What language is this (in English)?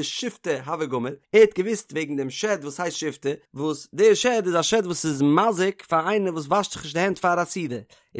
Yiddish